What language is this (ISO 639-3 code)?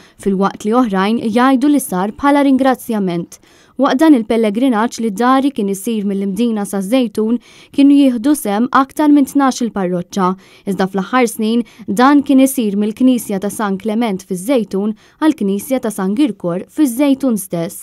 mlt